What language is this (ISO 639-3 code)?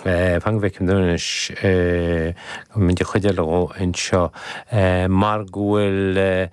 gle